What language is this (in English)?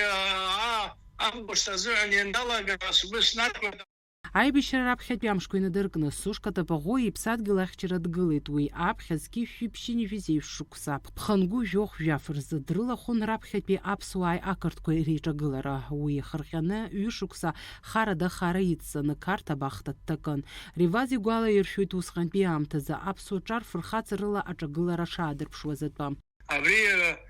Abkhazian